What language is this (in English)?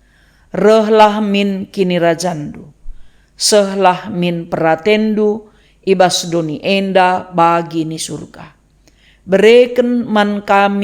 Batak Karo